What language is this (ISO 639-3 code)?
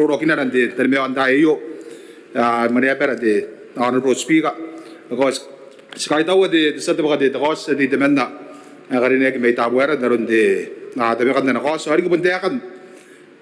gil